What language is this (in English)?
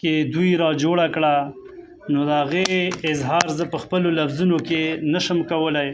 Pashto